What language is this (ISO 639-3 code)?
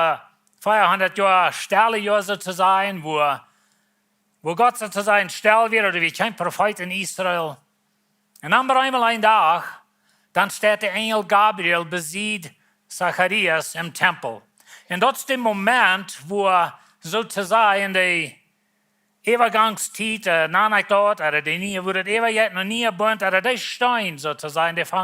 pdt